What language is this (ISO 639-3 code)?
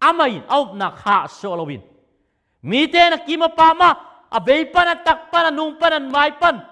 ctd